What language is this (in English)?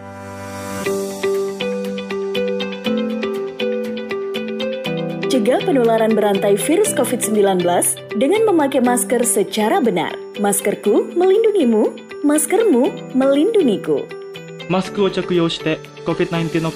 Indonesian